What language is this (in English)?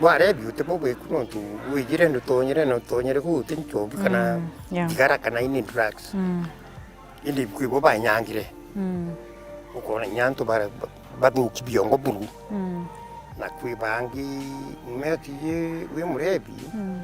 Meru